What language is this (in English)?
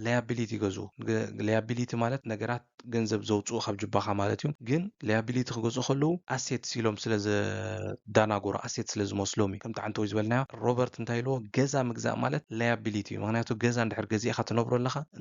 Tigrinya